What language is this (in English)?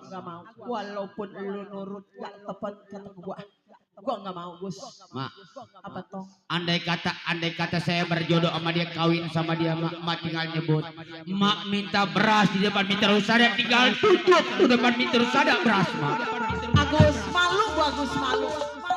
Betawi